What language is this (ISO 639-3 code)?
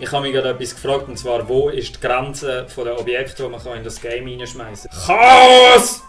gsw